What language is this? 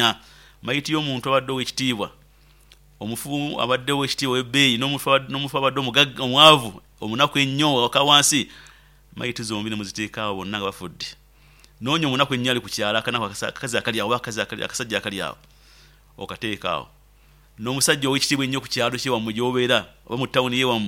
Nyoro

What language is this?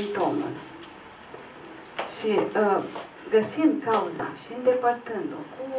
Romanian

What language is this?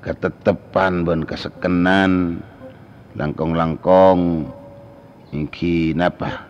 Madurese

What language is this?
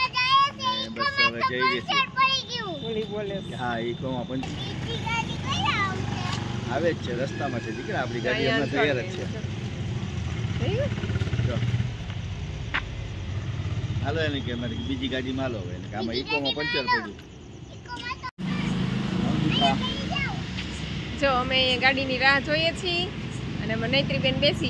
Gujarati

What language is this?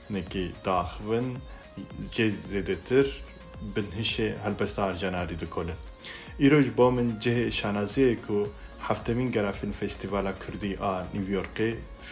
Kurdish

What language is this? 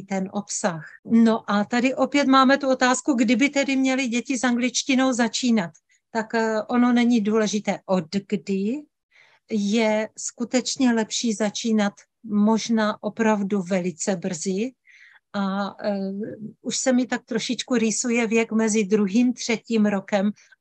Czech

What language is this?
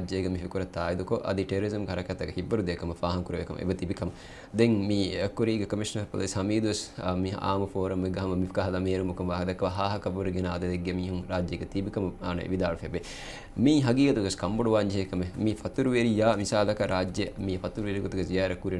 Divehi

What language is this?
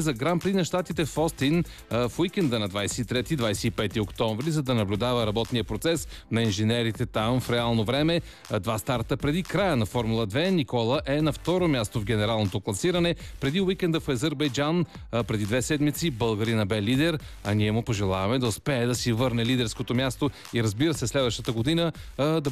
Bulgarian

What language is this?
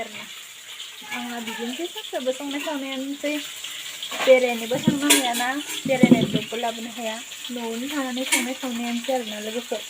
Bodo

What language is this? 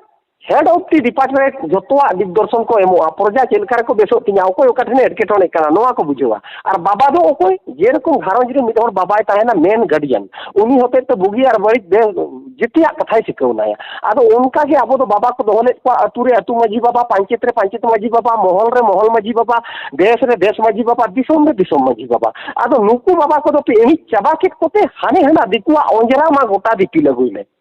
Santali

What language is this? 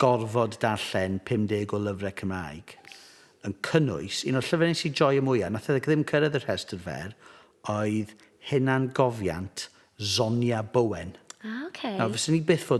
Welsh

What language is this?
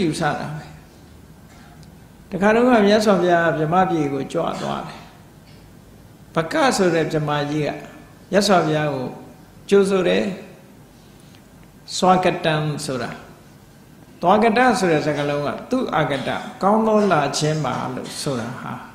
Burmese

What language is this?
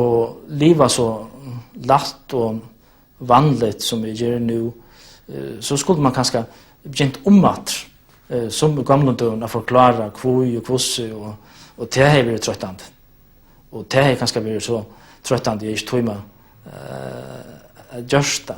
Faroese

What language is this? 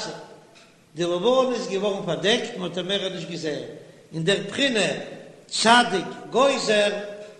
Yiddish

